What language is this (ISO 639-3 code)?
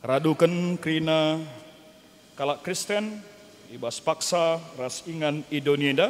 btx